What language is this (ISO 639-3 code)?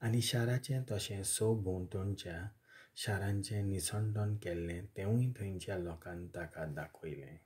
kok